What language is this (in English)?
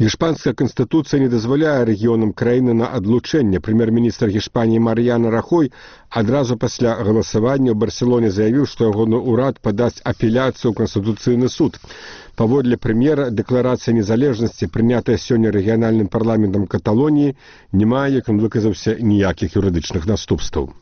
Belarusian